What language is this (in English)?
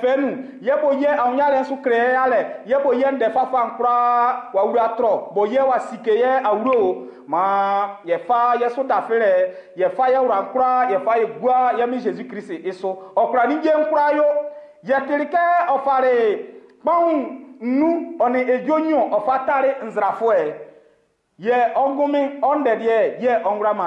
Baoulé